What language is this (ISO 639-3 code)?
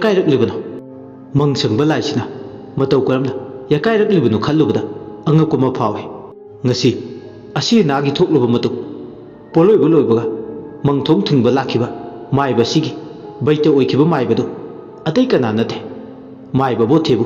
mni